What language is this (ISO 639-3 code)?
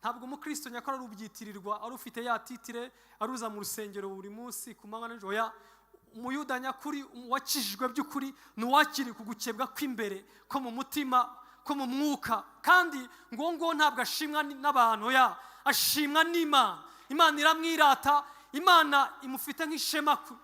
kin